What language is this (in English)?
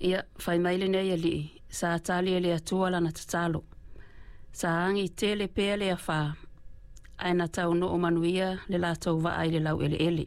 Samoan